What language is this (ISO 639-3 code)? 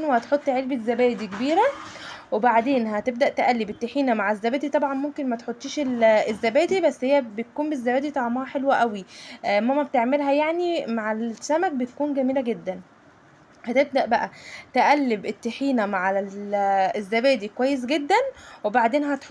arz